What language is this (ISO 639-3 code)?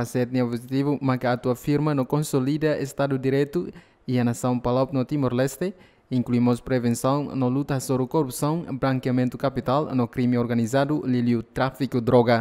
tet